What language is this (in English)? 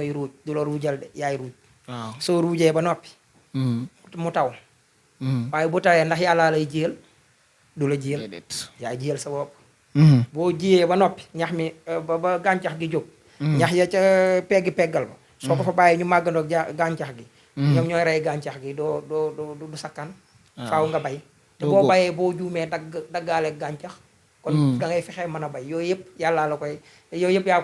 Wolof